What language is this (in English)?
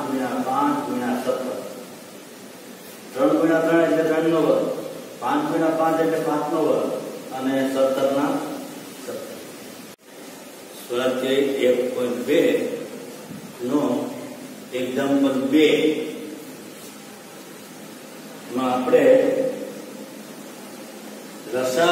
Gujarati